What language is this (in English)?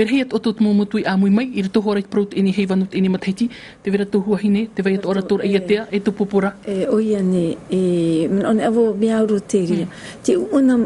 Tahitian